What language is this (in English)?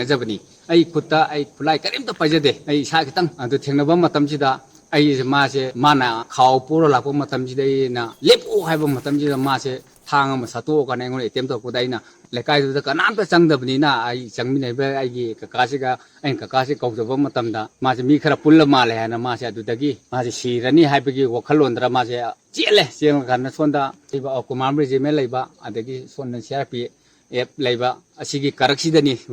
Manipuri